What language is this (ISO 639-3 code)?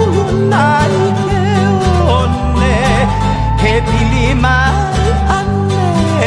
haw